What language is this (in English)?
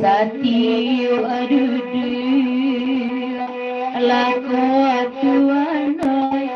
Minangkabau